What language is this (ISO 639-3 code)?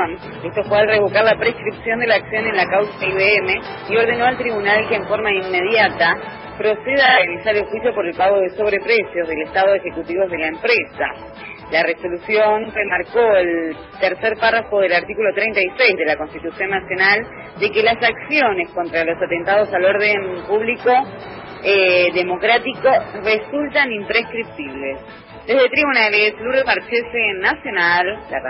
spa